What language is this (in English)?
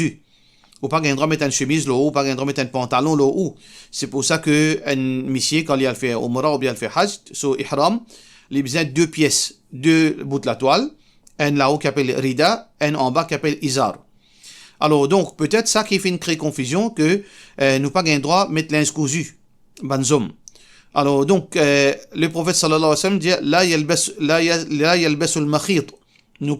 Morisyen